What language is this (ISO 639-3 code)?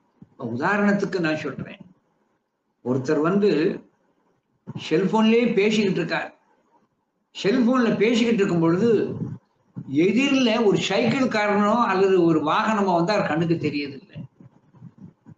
tam